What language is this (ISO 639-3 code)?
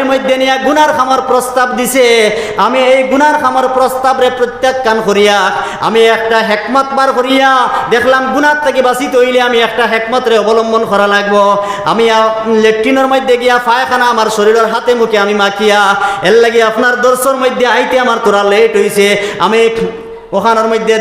syl